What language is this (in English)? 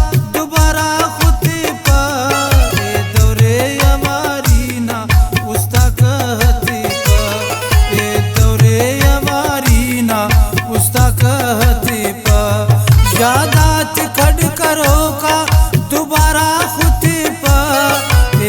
Brahui